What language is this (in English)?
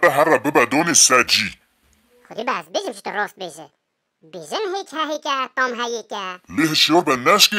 Kurdish